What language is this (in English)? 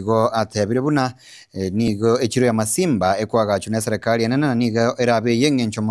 Gusii